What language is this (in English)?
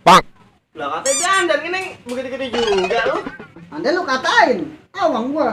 Betawi